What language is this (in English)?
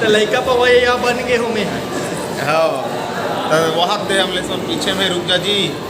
Chhattisgarhi